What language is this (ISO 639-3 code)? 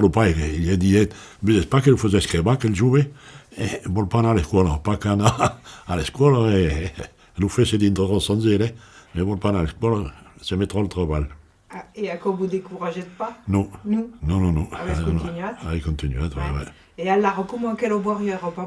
oci